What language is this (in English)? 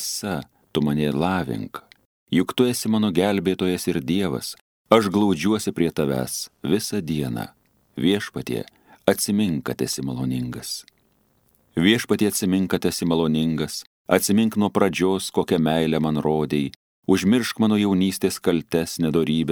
Lithuanian